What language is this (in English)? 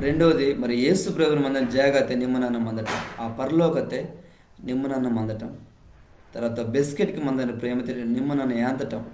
Koya